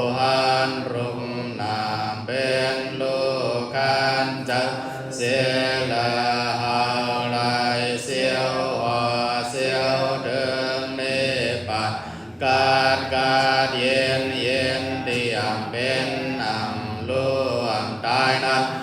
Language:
Shan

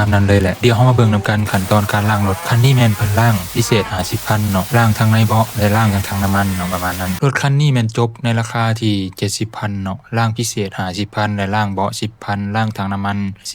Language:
Lao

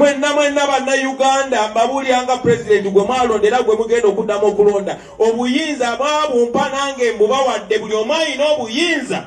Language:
Ganda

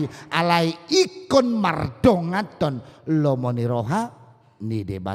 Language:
Batak Toba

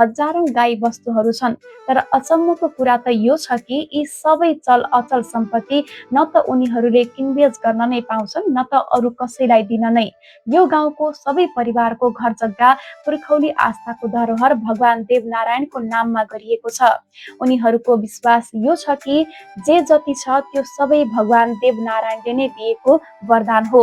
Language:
Nepali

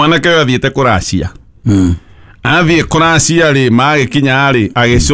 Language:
Kikuyu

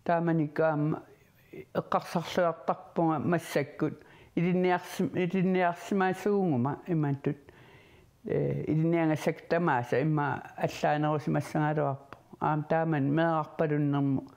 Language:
Kalaallisut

